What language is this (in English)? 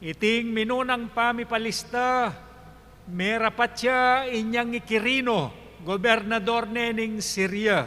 Pampanga